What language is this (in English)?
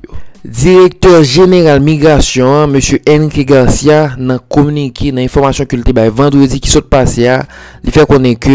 Haitian Creole